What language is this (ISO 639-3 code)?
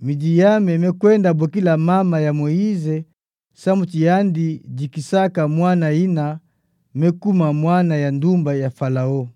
ktu